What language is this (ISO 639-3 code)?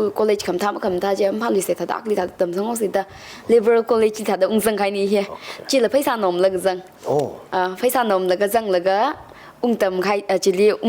nmf